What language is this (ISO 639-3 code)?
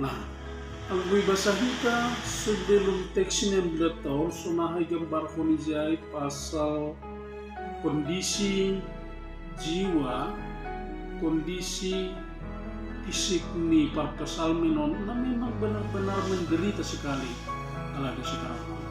bts